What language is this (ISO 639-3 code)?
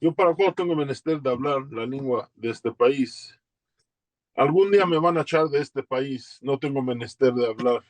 lad